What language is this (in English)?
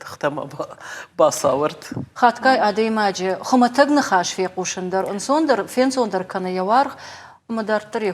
Ossetic